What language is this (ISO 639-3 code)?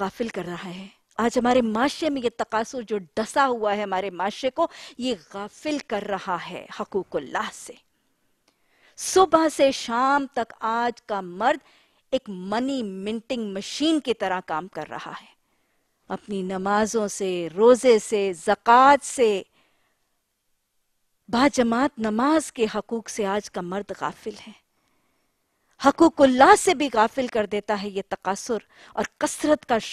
urd